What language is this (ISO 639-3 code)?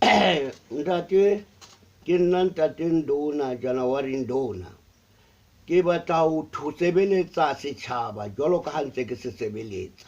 sot